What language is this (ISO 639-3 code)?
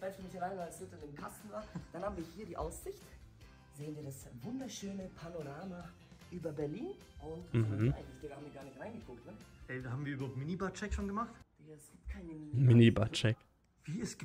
deu